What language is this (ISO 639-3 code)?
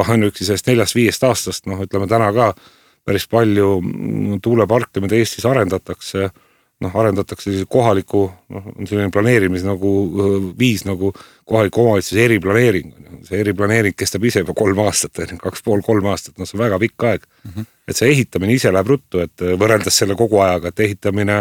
est